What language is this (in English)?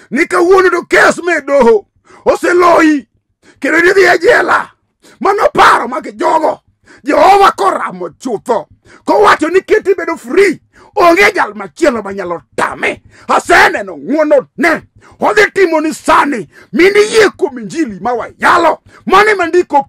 Luo (Kenya and Tanzania)